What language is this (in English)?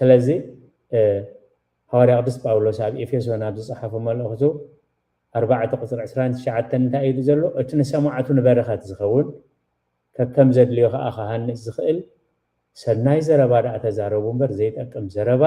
Tigrinya